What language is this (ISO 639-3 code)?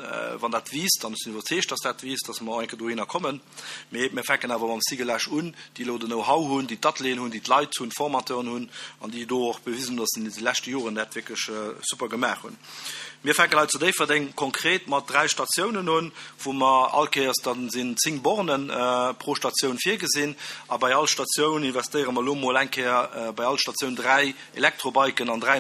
ltz